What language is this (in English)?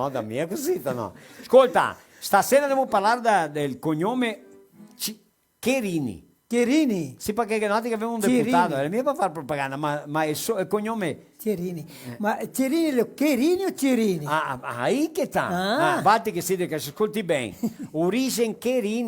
Venetian